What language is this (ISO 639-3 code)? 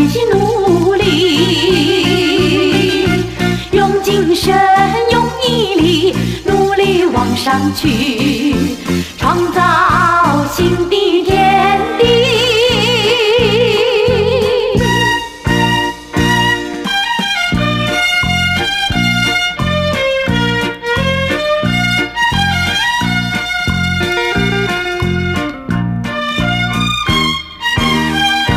zho